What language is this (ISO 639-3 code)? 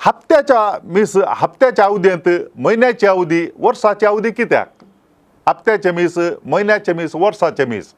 kok